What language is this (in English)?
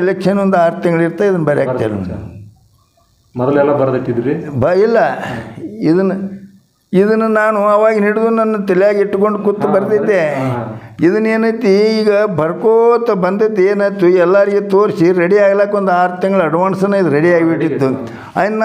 Kannada